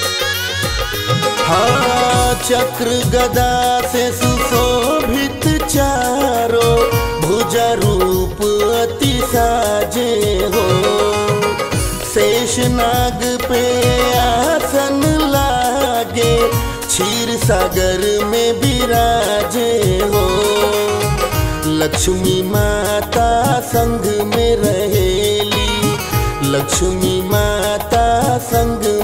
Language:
Bhojpuri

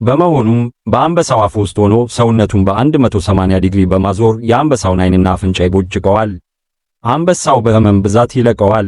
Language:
Amharic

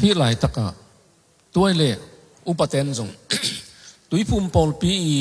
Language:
Tedim Chin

